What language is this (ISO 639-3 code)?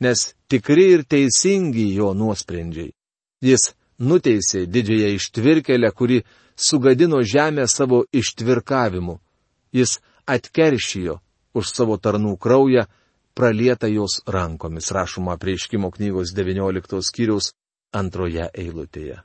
lit